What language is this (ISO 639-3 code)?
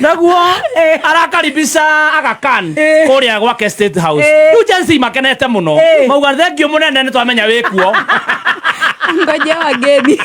kik